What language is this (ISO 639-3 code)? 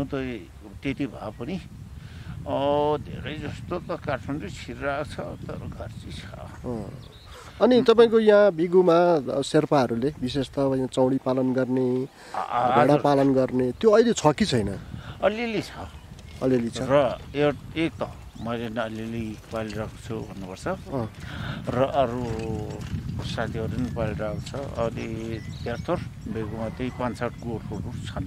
nep